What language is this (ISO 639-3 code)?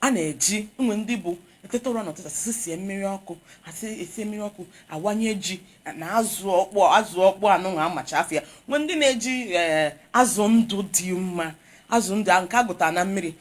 ibo